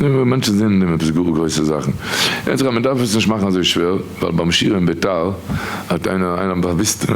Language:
Yiddish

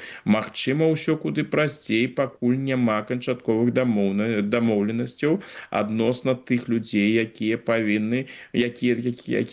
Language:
Belarusian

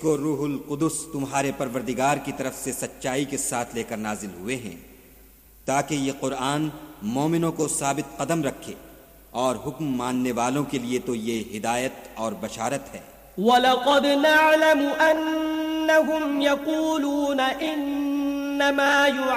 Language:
Urdu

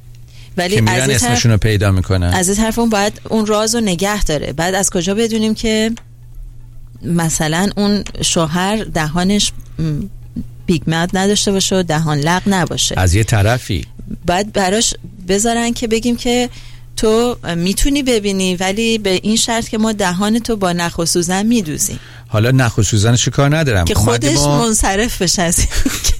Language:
Persian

